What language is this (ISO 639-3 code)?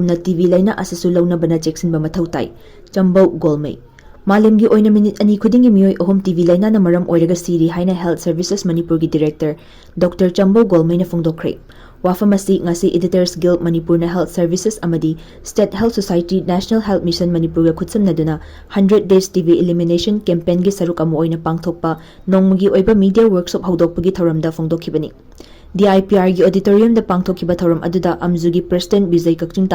mni